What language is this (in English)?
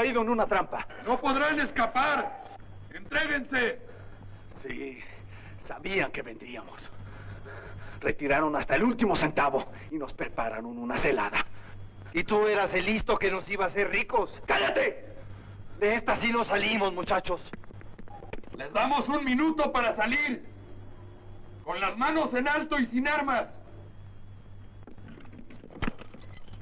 Spanish